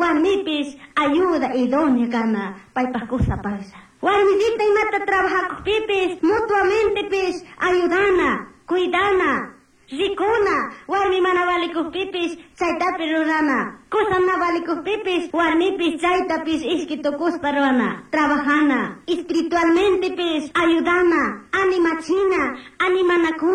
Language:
Chimborazo Highland Quichua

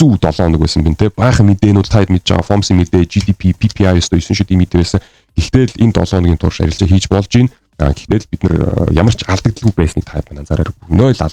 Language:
Mongolian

